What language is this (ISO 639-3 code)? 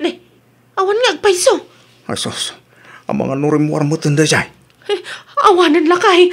ilo